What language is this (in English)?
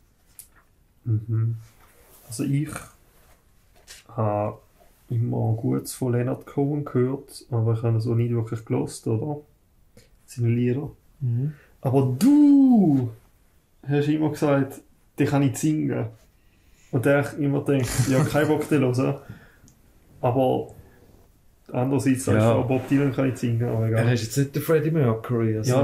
German